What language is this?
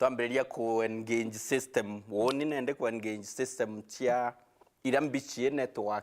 Meru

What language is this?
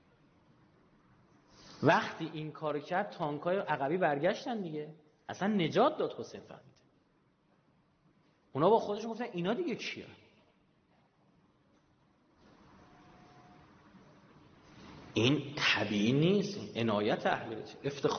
Persian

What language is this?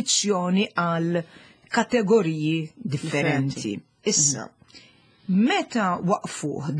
Maltese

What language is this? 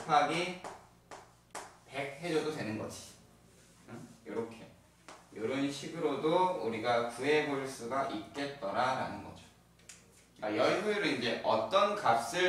Korean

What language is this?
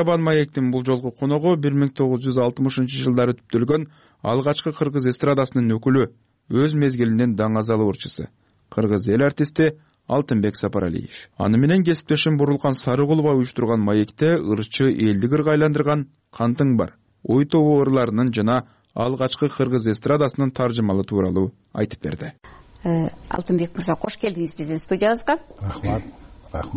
Kyrgyz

